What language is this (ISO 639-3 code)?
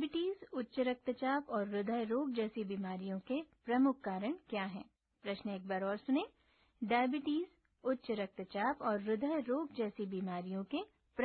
hin